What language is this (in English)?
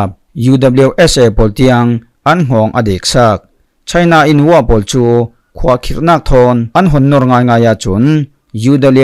Falam Chin